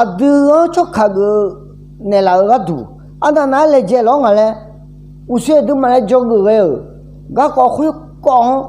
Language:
Akha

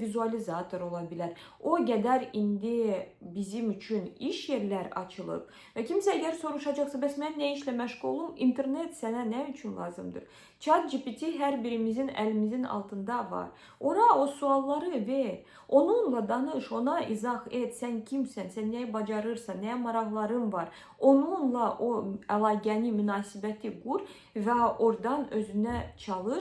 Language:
Azerbaijani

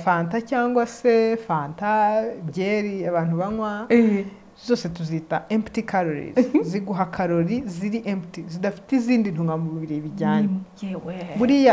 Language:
Kinyarwanda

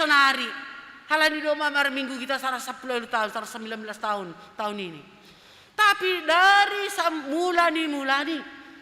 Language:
Batak Simalungun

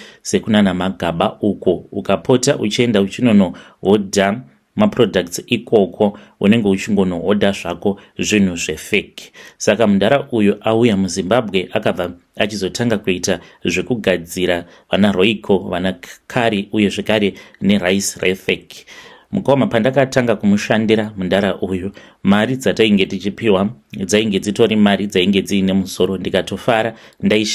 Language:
Shona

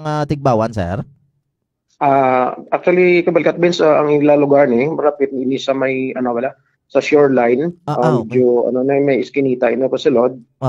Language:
Hiligaynon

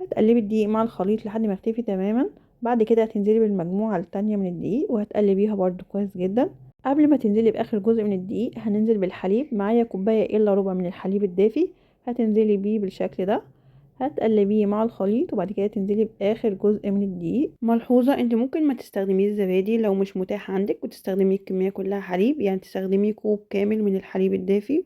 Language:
Egyptian Arabic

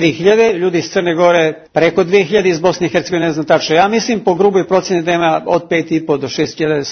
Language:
Serbian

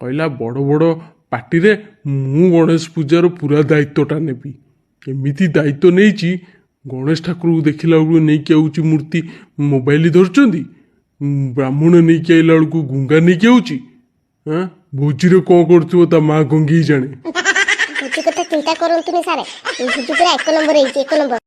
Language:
Odia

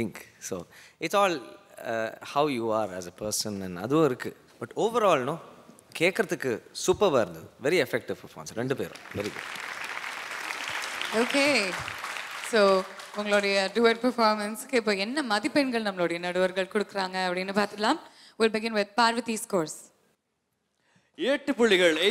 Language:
Tamil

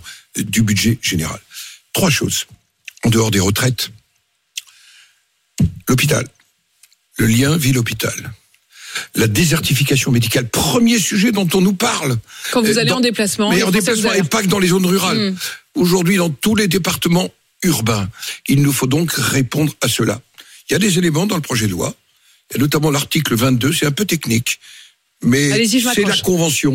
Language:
French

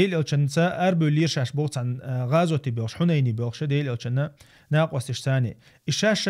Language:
Chechen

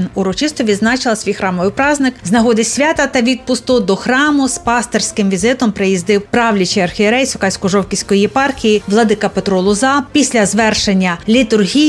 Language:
Ukrainian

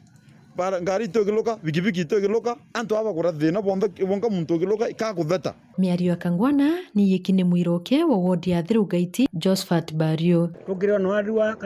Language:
Meru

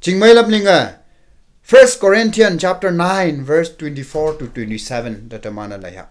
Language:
Konyak Naga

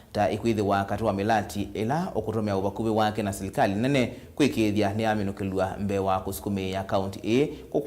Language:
Kamba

